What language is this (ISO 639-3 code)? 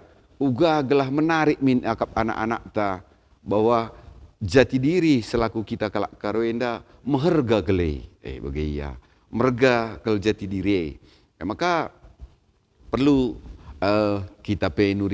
btx